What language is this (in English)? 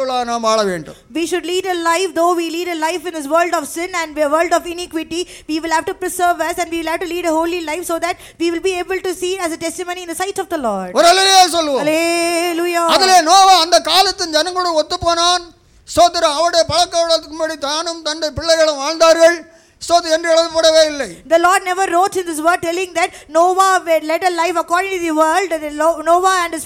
Tamil